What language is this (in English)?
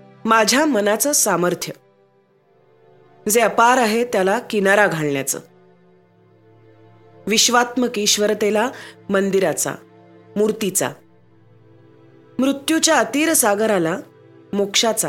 Marathi